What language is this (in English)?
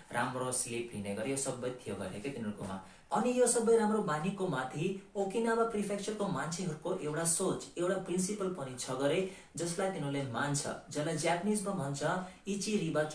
Nepali